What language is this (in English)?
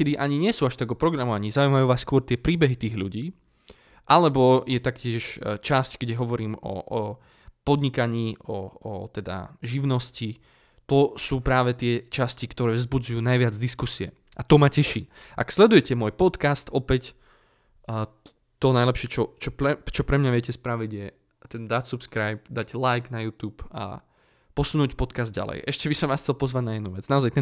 Slovak